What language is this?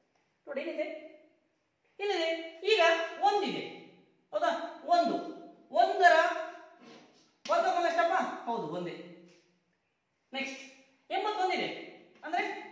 Kannada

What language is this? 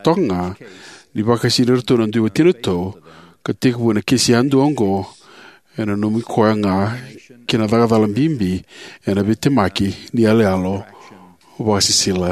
Fijian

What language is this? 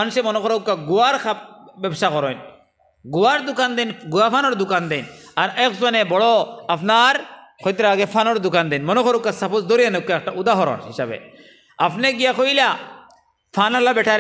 Sylheti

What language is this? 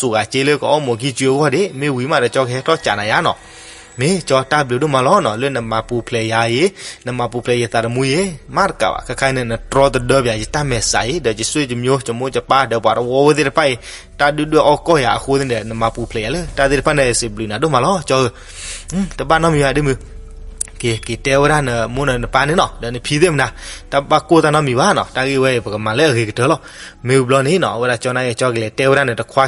S'gaw Karen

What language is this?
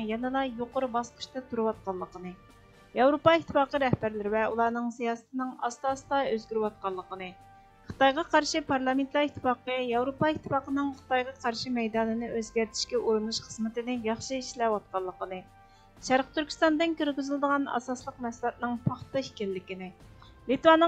Uyghur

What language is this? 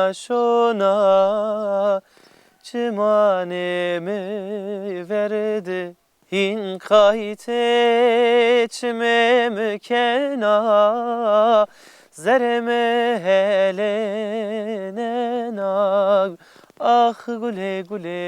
Zaza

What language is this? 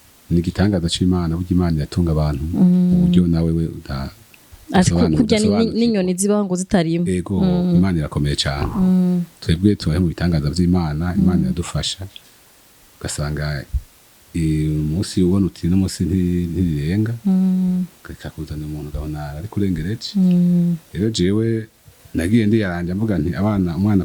Rundi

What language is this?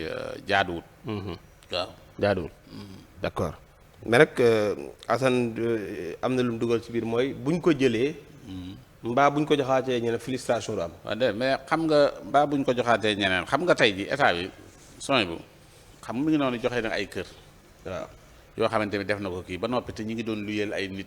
Wolof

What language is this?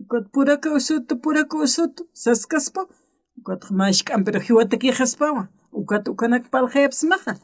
Aymara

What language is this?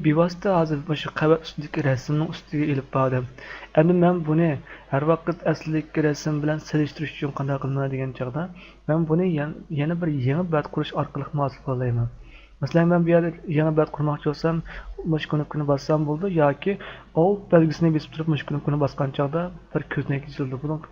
Uyghur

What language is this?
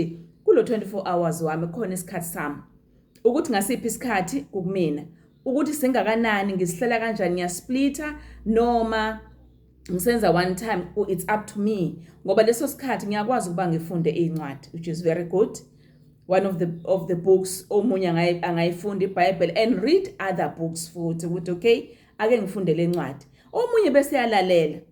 Zulu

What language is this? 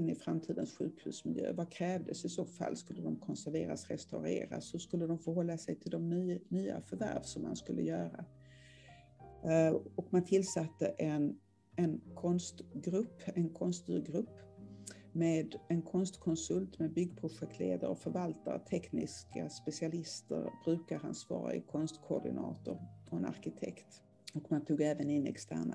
Swedish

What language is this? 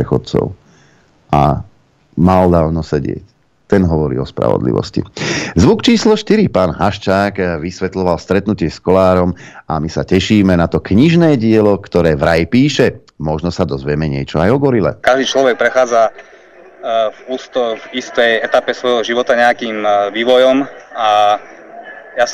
Slovak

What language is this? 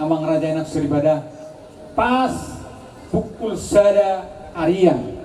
Batak Toba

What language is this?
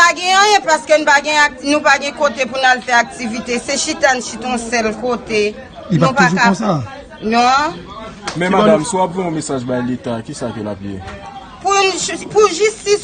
Haitian Creole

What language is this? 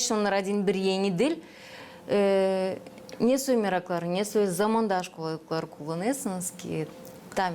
Gagauz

